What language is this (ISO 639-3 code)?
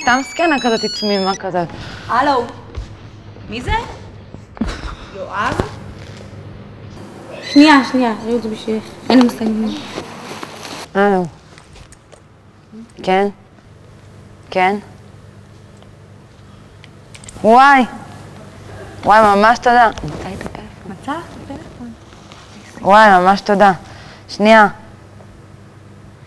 heb